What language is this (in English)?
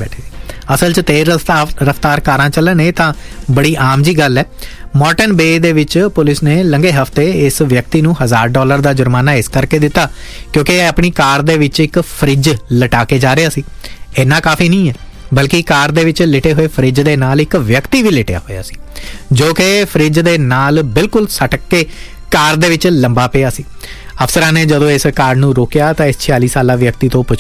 Punjabi